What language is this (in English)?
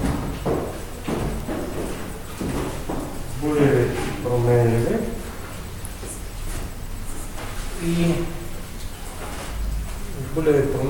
Bulgarian